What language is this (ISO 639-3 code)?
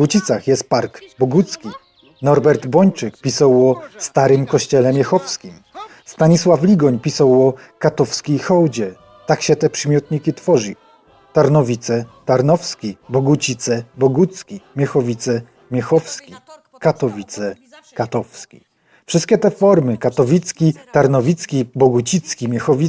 szl